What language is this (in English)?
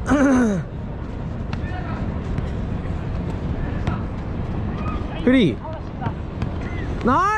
Japanese